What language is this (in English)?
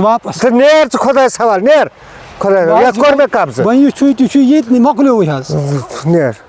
Kashmiri